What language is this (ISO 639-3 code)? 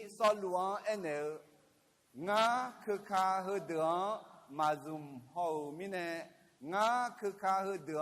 ahk